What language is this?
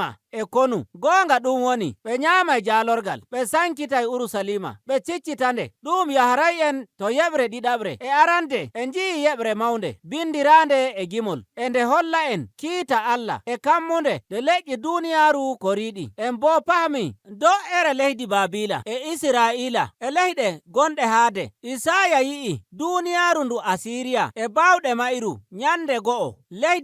Nigerian Fulfulde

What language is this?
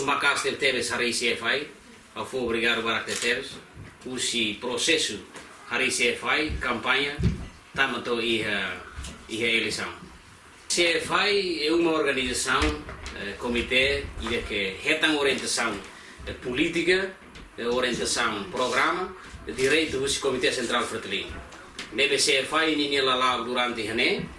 Tetum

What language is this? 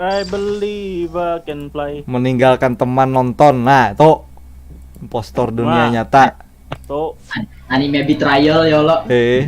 Banjar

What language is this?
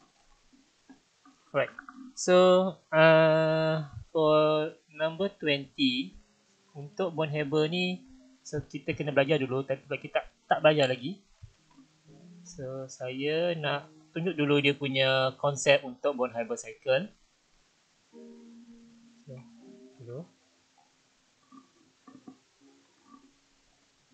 Malay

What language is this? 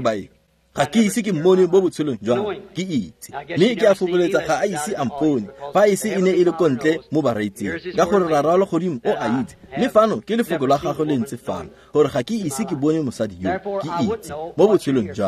Tswana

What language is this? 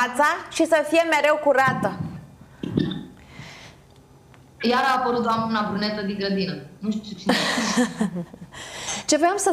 Romanian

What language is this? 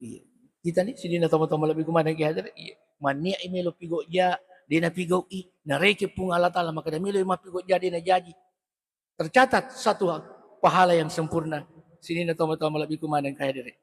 Buginese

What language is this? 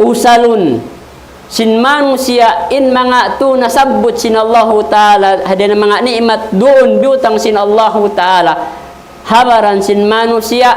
Tausug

